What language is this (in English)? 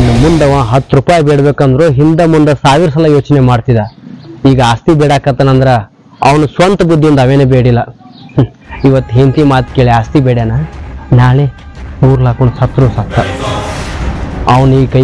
Kannada